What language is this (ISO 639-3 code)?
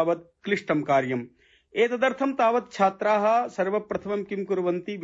san